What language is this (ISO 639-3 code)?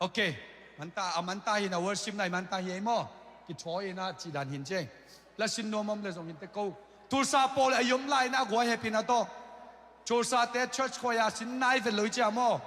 ctd